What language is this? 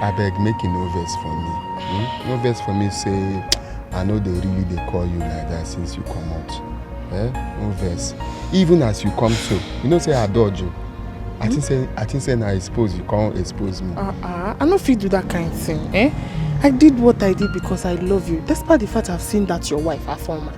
Nigerian Pidgin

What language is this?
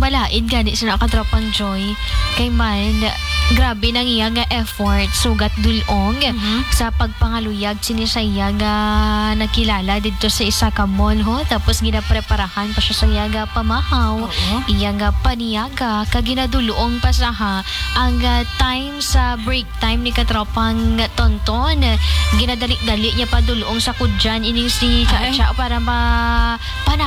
Hiligaynon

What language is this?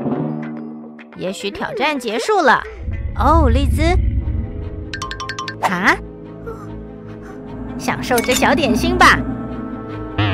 Chinese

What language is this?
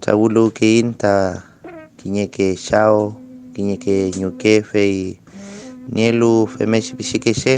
Mapuche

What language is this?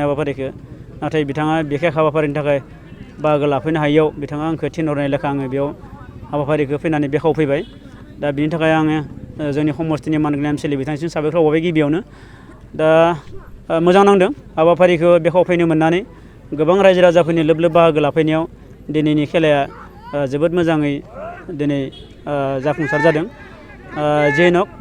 Bodo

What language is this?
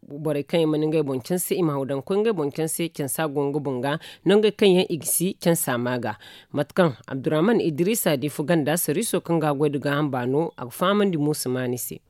Zarma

